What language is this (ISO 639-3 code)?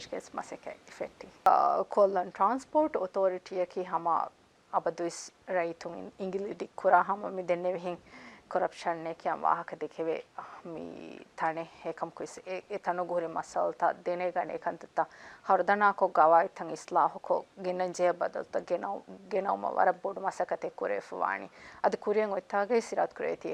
div